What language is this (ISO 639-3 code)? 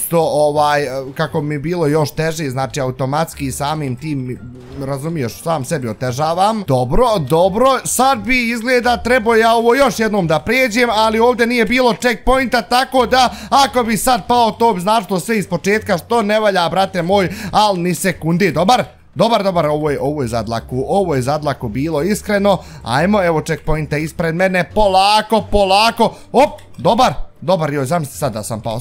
bos